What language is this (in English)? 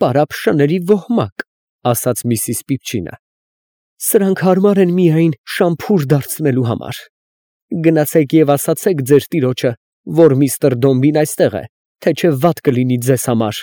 Armenian